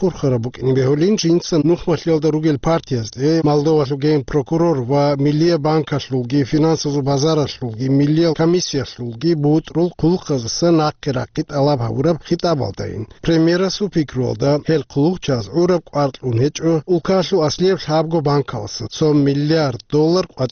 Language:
Avaric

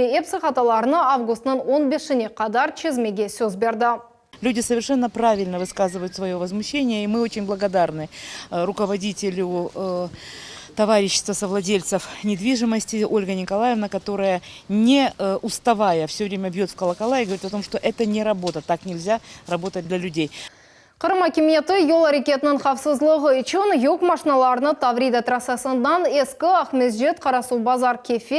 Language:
Crimean Tatar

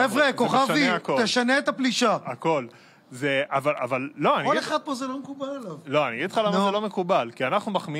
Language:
Hebrew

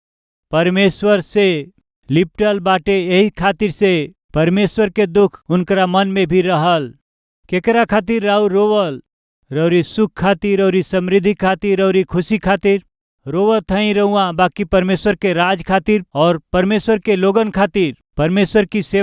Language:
Bhojpuri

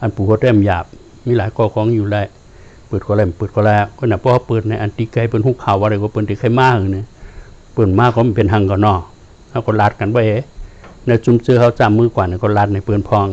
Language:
Shan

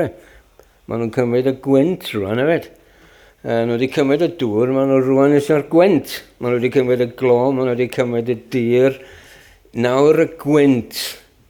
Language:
Welsh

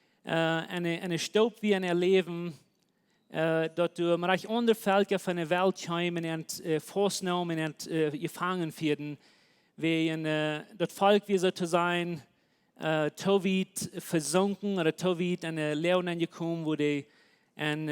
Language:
Plautdietsch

